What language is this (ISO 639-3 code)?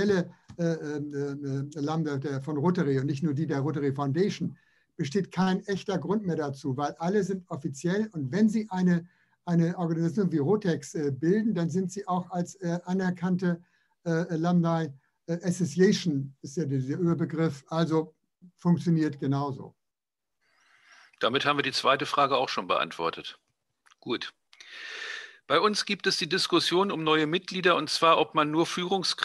deu